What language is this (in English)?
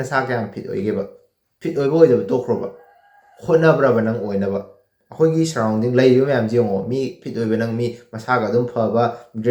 Manipuri